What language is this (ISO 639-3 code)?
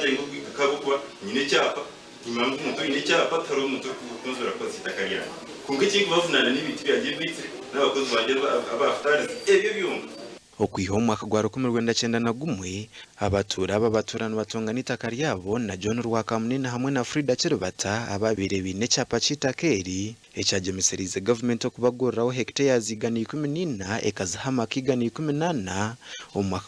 nyn